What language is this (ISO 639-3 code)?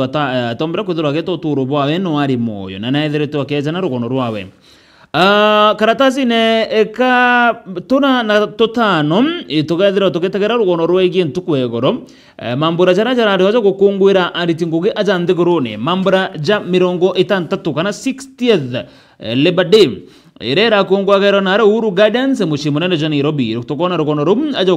mer